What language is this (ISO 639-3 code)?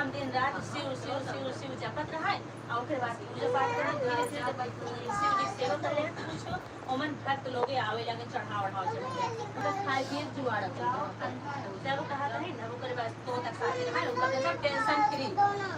awa